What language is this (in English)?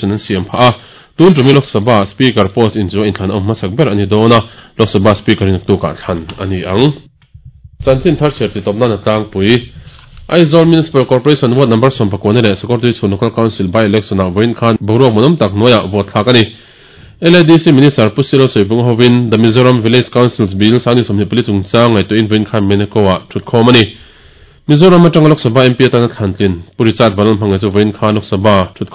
Mizo